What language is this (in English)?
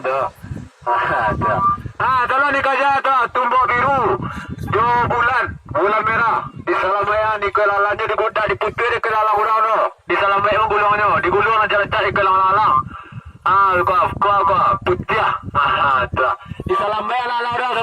Minangkabau